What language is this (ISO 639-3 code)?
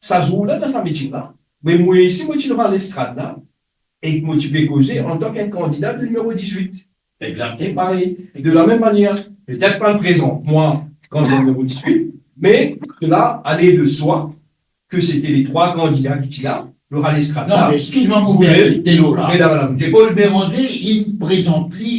mfe